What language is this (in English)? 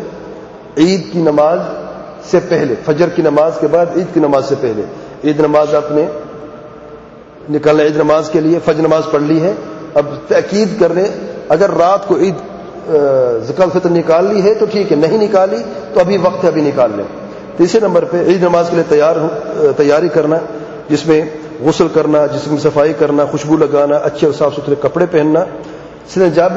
Urdu